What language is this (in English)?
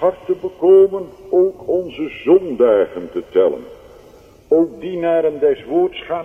Dutch